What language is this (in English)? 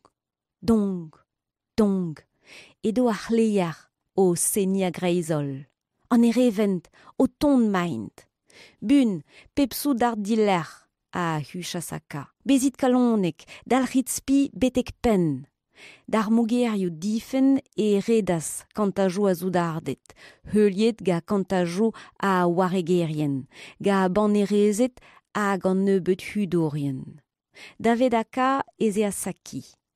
Breton